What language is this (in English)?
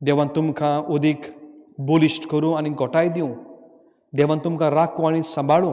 Konkani